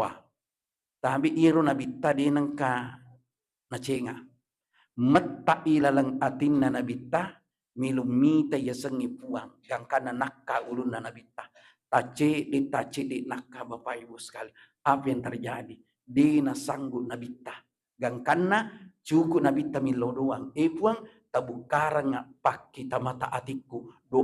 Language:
Buginese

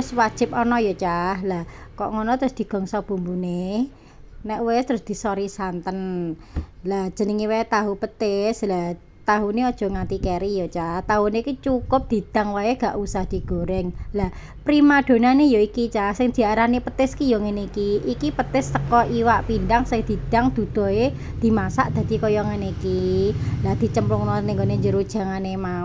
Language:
Javanese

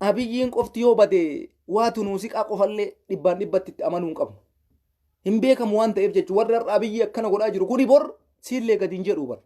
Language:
Oromo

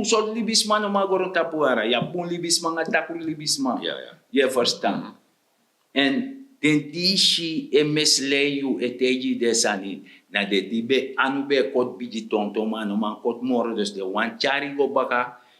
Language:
Sranan Tongo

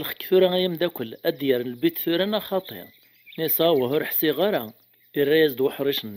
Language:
Kabyle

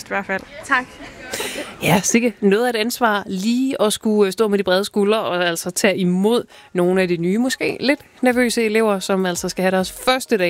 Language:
Danish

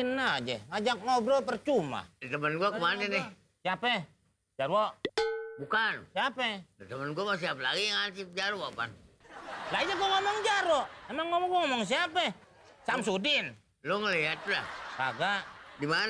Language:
Betawi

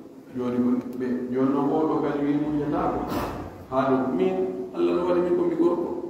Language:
Pular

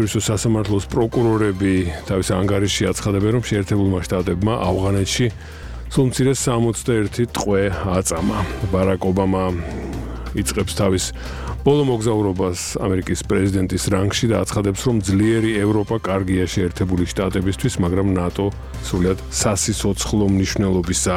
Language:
Georgian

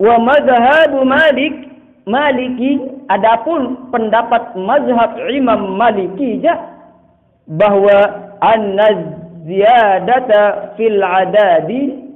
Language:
Sasak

